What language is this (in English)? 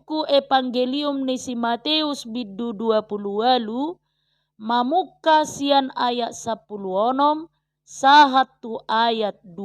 Batak Toba